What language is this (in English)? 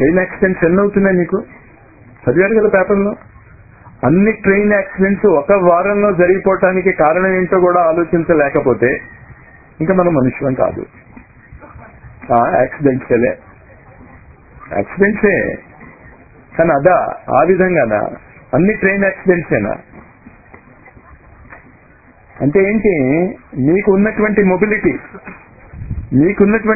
Telugu